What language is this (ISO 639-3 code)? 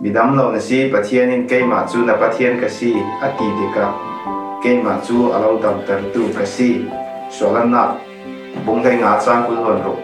cfm